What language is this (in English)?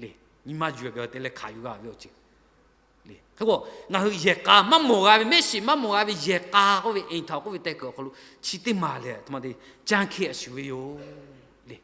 Lahu